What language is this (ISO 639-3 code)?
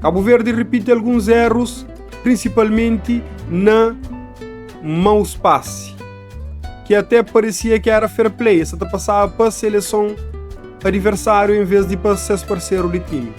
kea